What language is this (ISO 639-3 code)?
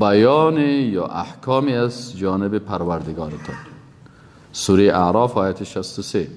fas